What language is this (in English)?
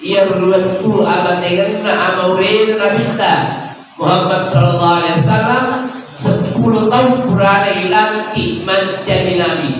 Buginese